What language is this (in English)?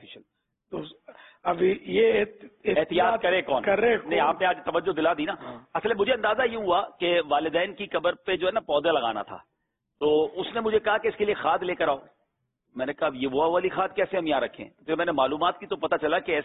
Urdu